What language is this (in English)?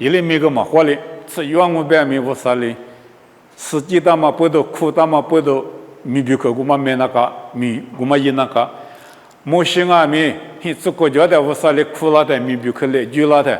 Lisu